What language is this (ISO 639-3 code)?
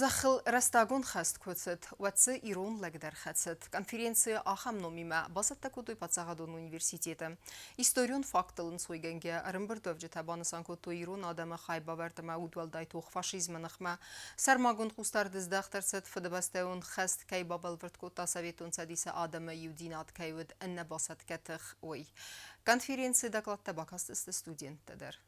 oss